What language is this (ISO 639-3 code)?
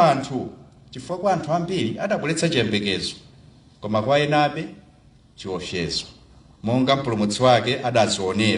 nya